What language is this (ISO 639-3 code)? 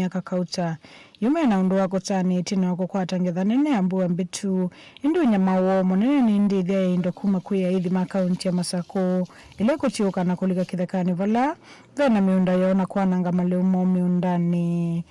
kam